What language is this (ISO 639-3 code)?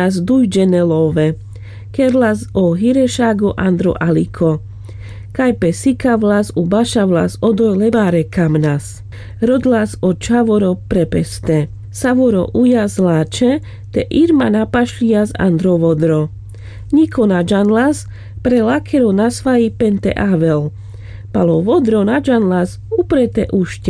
rmc